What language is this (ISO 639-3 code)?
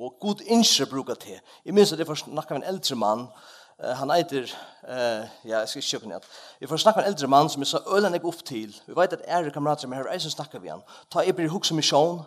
fao